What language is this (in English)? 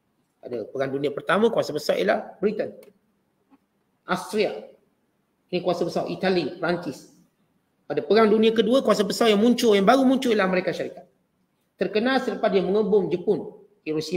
Malay